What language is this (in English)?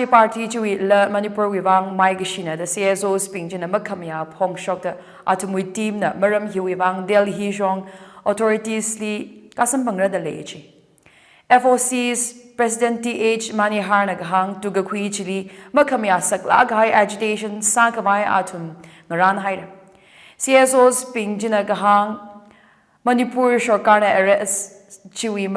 Tangkhul Naga (India)